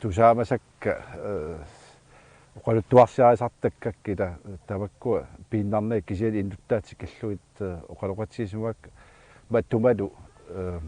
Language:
Kalaallisut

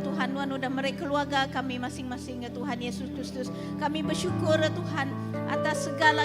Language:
Iban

